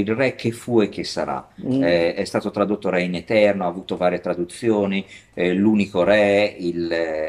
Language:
Italian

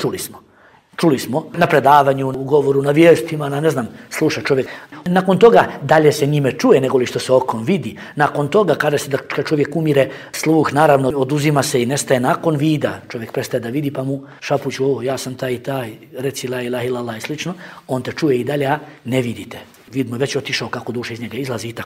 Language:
Bosnian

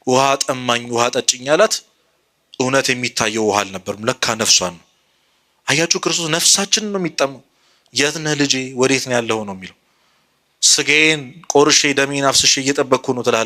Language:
Amharic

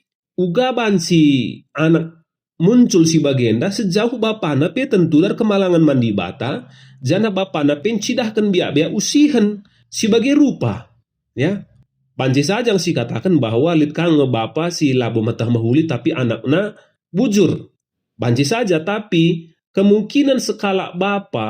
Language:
Batak Karo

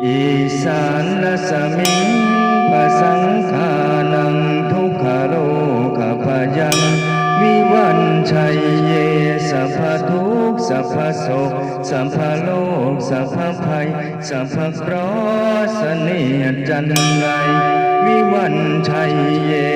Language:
Pali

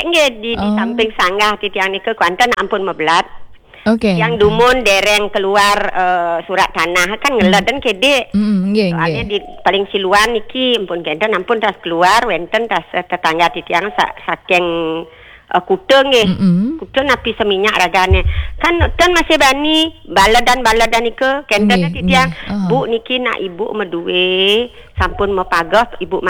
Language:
Balinese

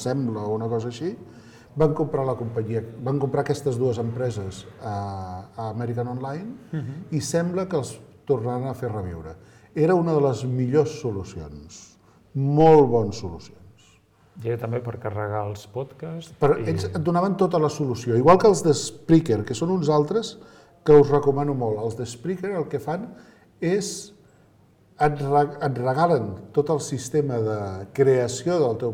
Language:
Catalan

